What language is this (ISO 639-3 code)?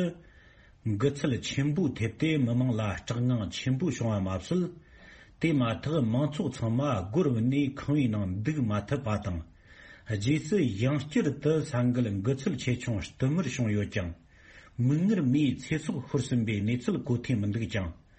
bod